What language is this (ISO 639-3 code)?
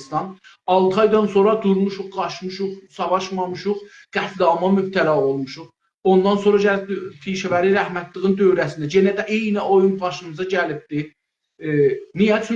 azb